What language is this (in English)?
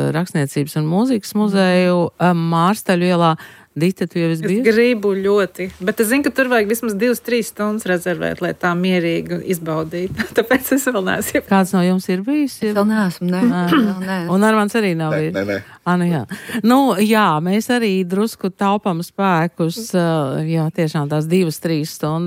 Latvian